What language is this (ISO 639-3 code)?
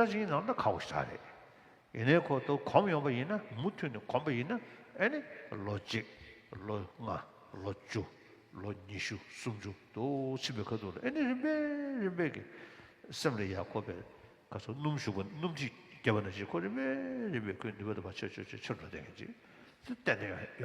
bod